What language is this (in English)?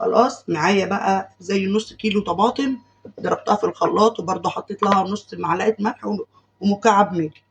Egyptian Arabic